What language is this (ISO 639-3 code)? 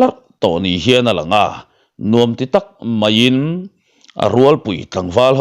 lus